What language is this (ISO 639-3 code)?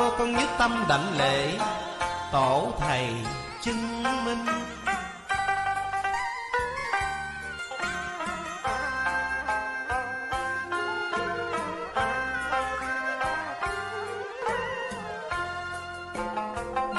vie